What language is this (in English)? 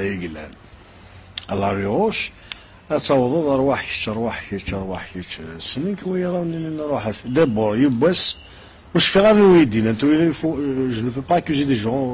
Kabyle